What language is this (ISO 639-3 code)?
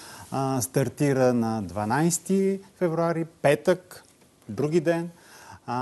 bul